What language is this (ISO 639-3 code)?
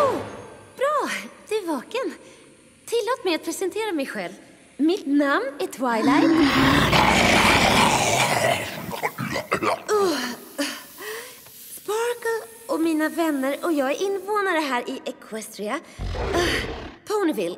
swe